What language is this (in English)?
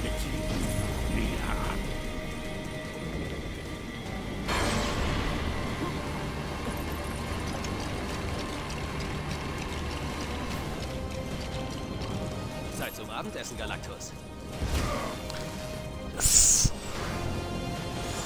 German